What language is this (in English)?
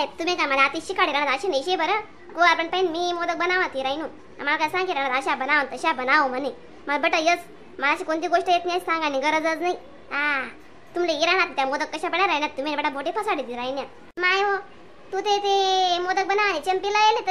Khandesi